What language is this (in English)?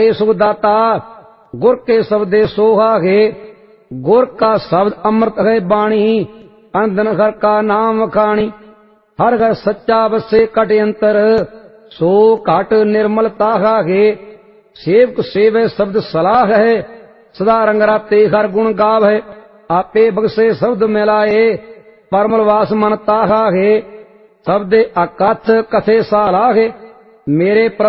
Punjabi